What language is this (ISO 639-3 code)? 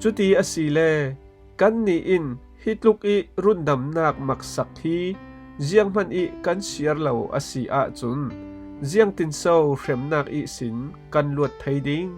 cfm